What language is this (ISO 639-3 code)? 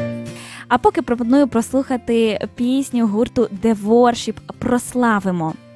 ukr